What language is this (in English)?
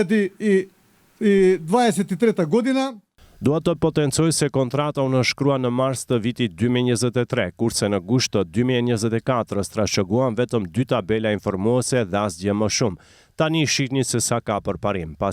Albanian